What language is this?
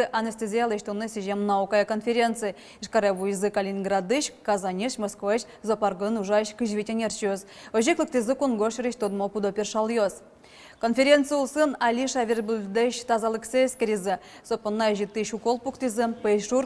Udmurt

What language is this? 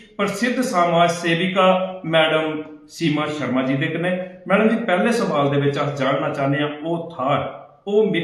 Dogri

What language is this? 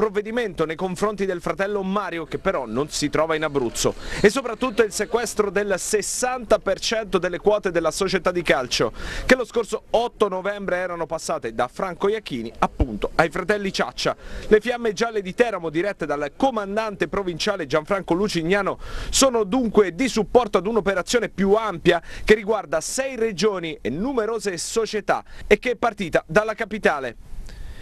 Italian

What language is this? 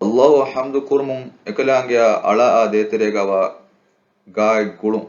Divehi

